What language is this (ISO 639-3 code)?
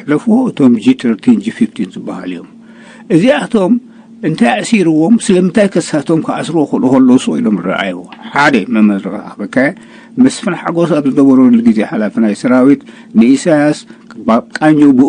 tir